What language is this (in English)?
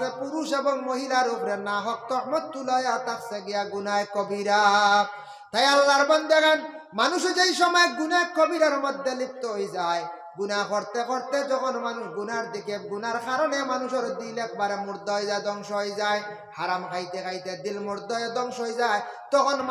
Sylheti